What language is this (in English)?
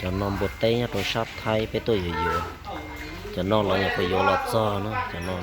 Hmong